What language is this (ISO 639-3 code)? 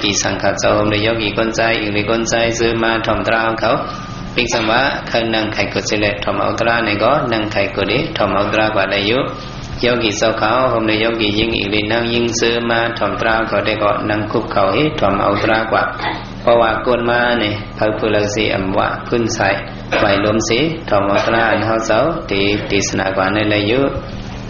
shn